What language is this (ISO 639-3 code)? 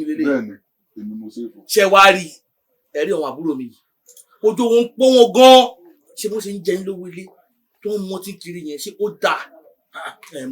yor